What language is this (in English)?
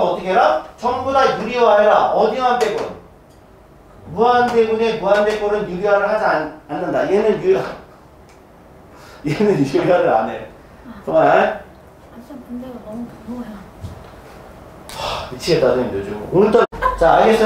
Korean